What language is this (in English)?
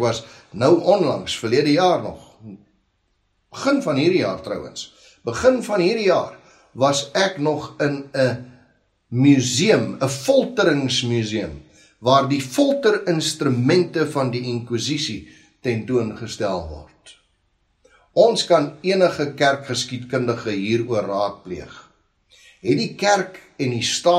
Afrikaans